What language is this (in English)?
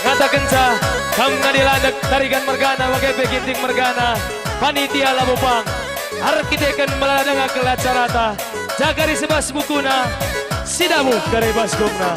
Batak Karo